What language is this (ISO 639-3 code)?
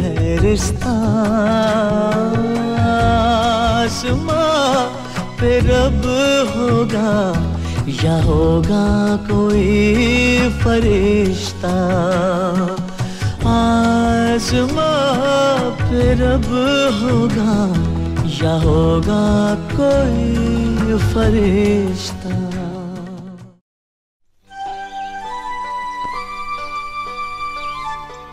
hin